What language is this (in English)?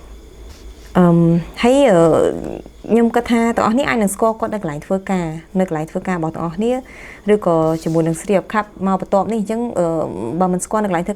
Khmer